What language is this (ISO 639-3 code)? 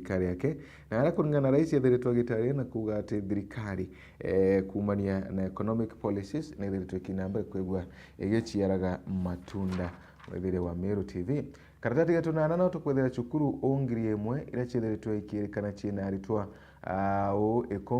mer